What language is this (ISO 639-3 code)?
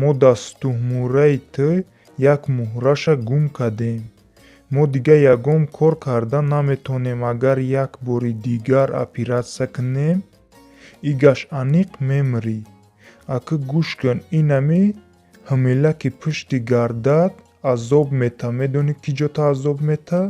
tgk